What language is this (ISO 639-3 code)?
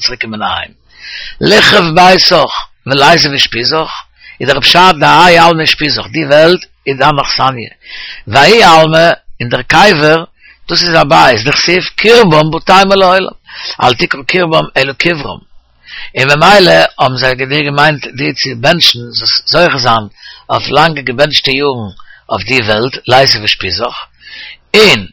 yid